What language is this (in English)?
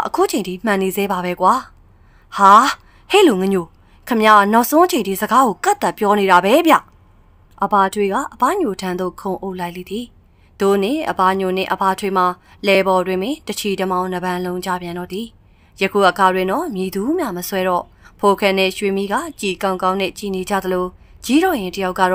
Burmese